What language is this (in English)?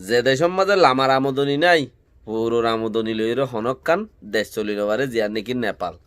Rohingya